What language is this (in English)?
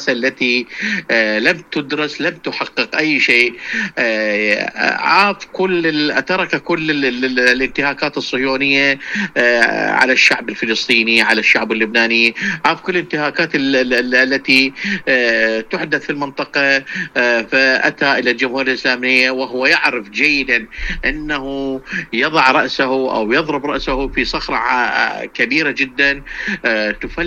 Arabic